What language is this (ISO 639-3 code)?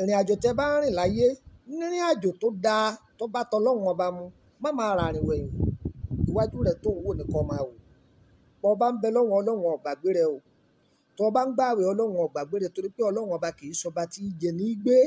yor